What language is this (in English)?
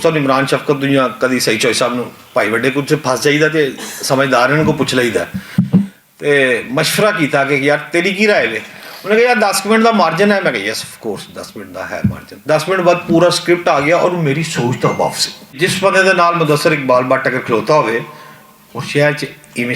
Western Panjabi